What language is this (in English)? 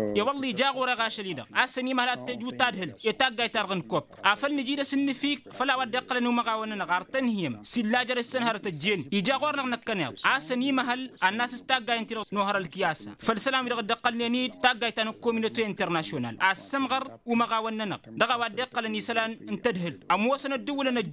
Tamasheq